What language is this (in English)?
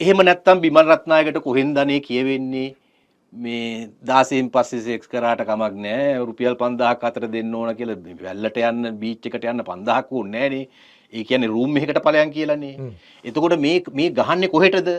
Sinhala